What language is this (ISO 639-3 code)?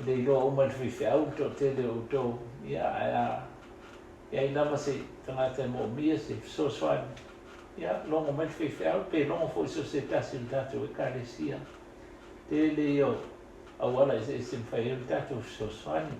smo